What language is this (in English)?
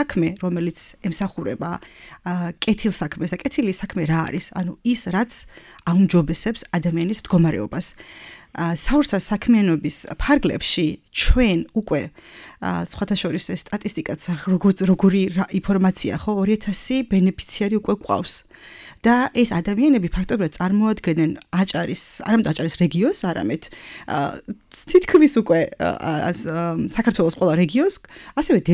Georgian